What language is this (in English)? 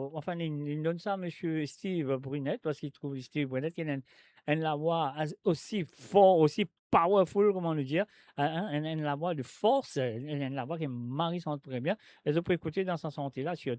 Morisyen